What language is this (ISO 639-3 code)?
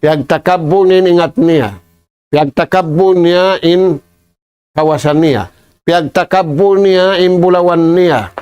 tsg